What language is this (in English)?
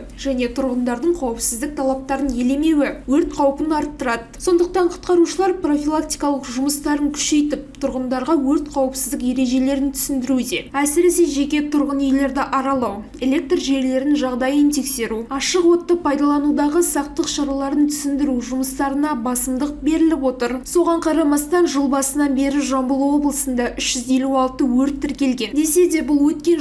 Kazakh